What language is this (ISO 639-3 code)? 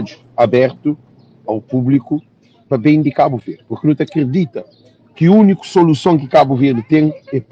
kea